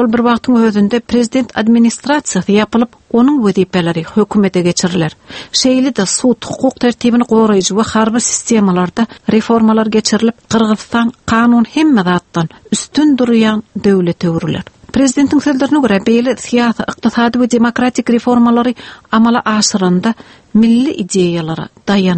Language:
Turkmen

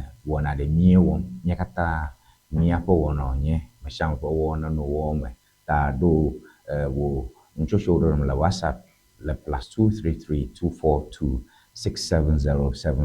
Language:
Ewe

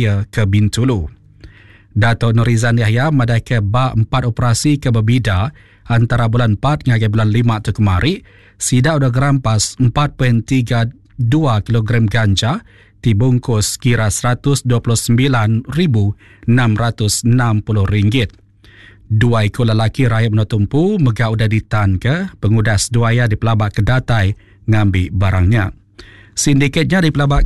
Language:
Iban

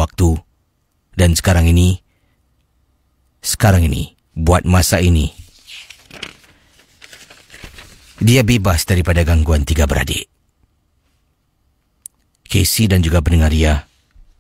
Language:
Malay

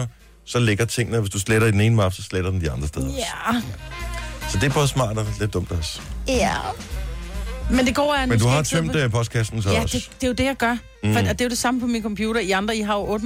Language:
Danish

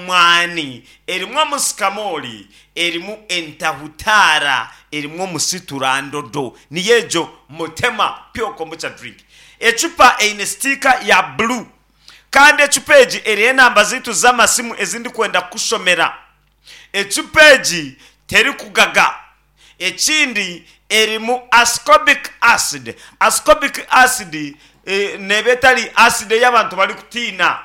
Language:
Nyankole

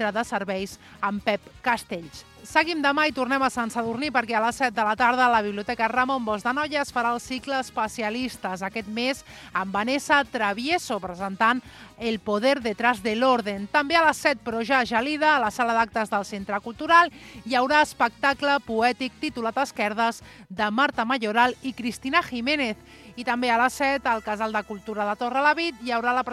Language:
Catalan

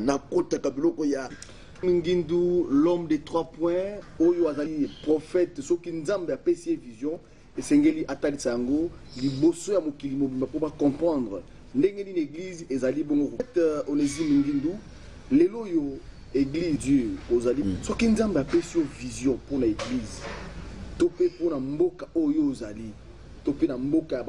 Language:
Lingala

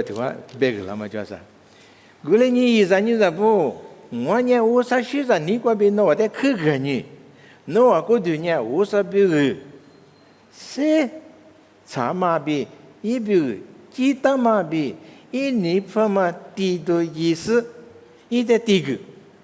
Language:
Lisu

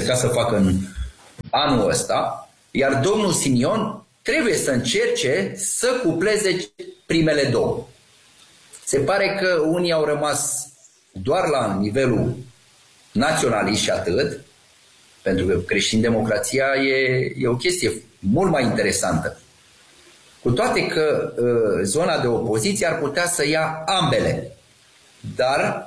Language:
Romanian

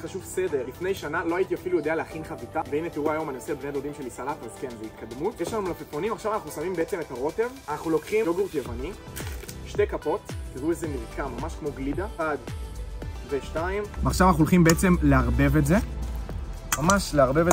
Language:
Hebrew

